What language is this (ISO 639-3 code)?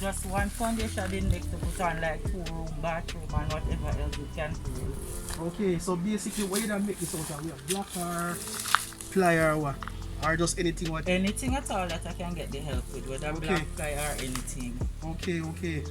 jam